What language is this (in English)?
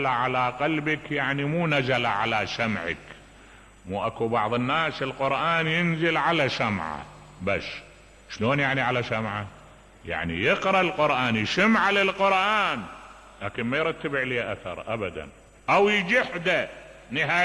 Mesopotamian Arabic